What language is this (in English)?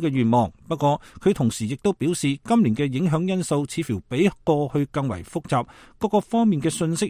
Cantonese